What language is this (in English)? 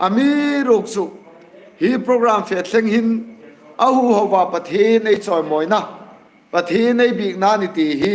Hmar